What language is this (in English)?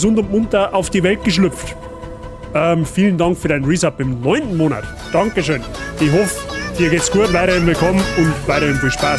Bavarian